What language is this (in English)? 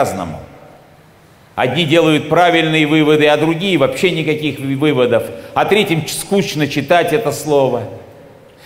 Russian